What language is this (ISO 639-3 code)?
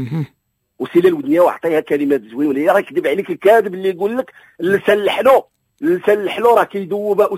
ary